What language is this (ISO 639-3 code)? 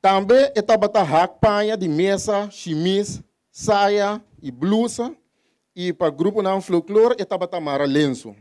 pap